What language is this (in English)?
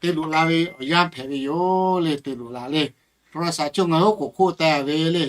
Lahu